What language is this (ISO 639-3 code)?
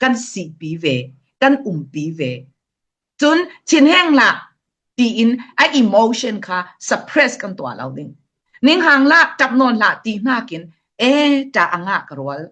cfm